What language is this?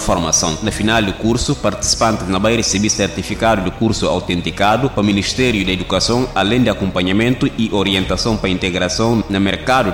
Upper Guinea Crioulo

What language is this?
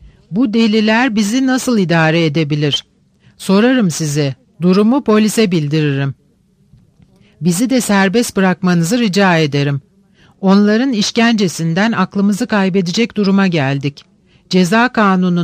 Turkish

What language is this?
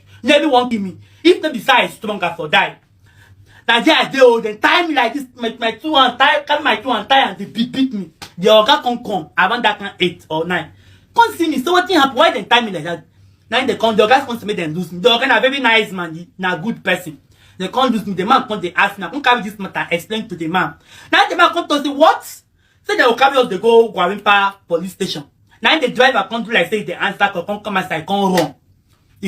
Nigerian Pidgin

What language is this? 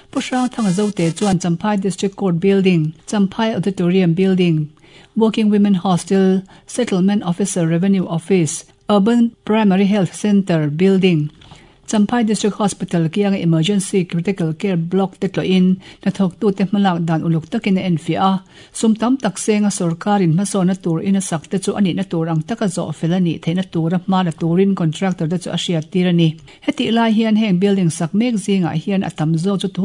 Mizo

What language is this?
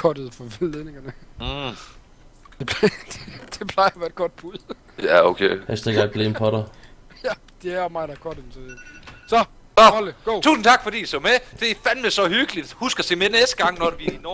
Danish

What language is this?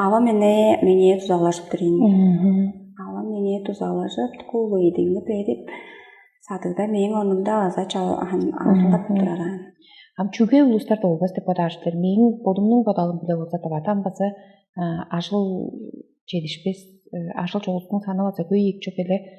Tuvinian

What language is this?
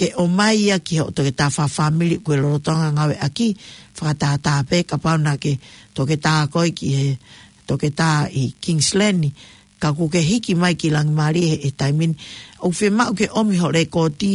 Tongan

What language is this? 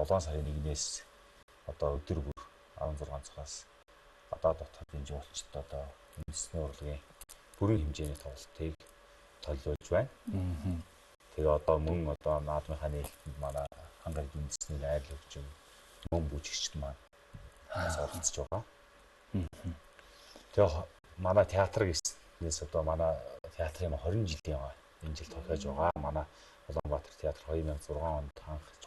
Mongolian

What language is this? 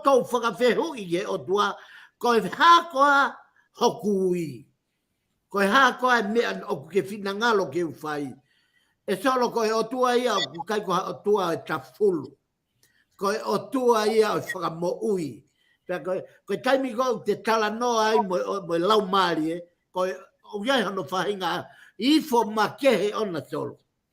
Tongan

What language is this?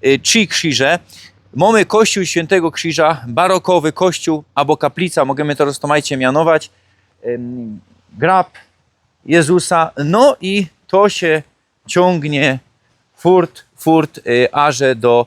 Silesian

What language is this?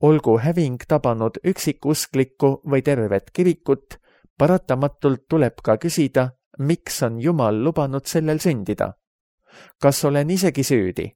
Estonian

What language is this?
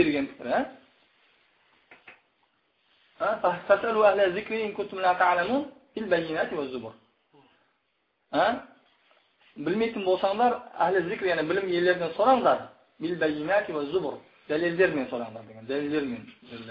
Kazakh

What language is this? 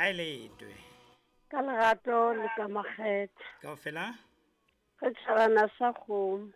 Southern Sotho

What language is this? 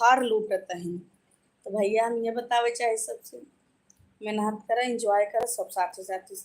Awadhi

